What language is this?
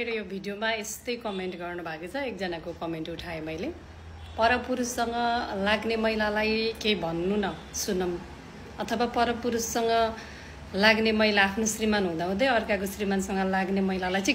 Nepali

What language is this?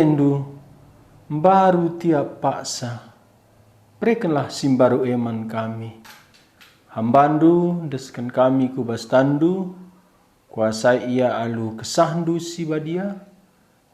Batak Karo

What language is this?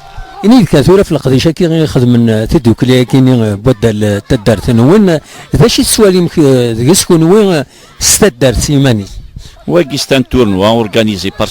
Kabyle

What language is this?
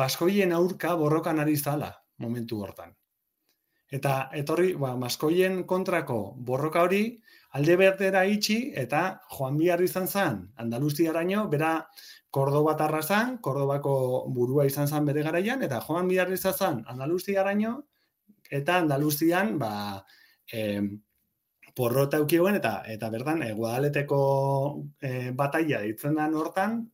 Basque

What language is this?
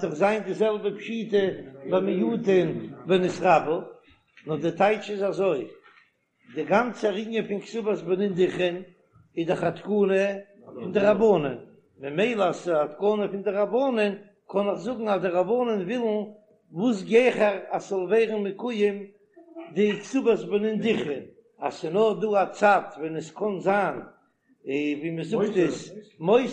Yiddish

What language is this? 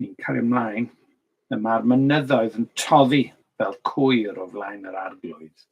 Welsh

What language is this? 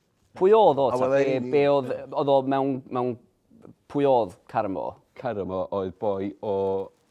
Welsh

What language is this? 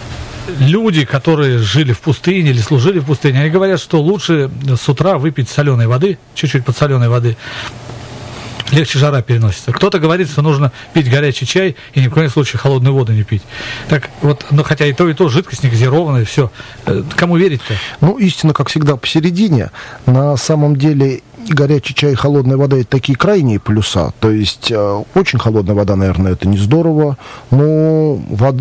Russian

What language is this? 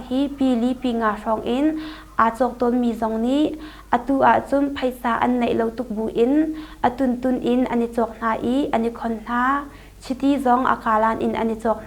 Hakha Chin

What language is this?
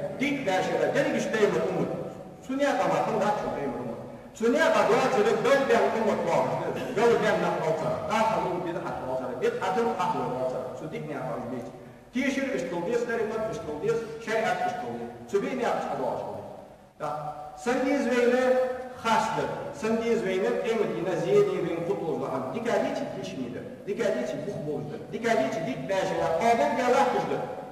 Ingush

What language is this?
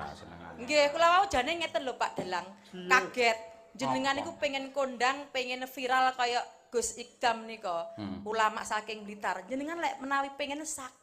Javanese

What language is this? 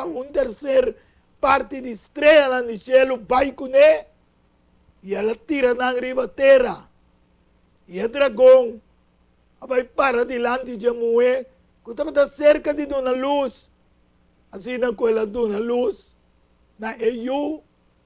Papiamento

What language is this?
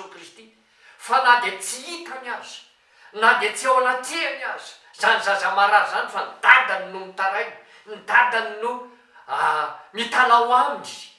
Malagasy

